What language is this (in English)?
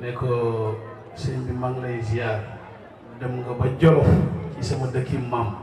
Wolof